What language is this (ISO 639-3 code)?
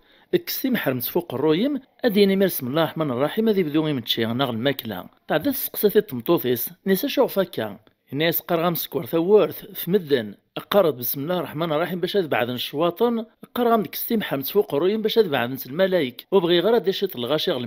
kab